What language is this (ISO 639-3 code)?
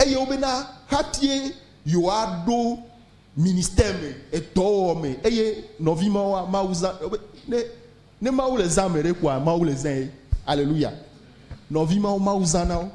ewe